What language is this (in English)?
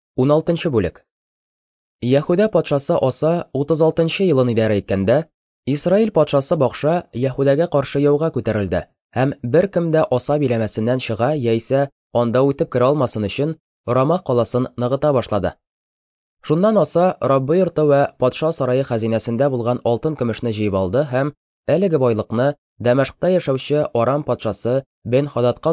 Tatar